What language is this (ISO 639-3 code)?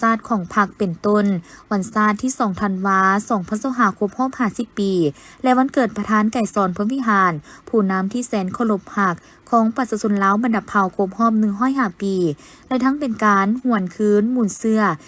lao